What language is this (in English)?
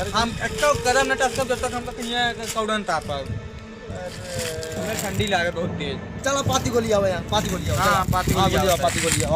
Awadhi